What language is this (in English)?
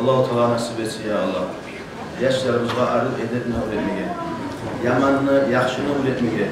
Kumyk